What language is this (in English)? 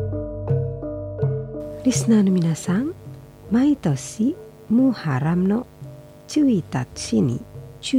Japanese